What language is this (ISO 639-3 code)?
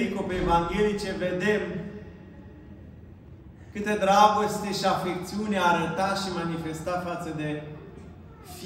ron